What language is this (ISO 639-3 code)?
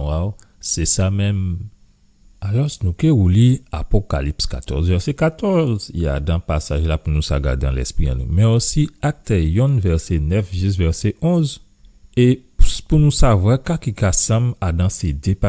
gcf